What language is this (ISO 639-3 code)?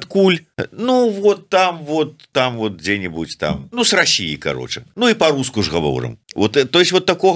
bel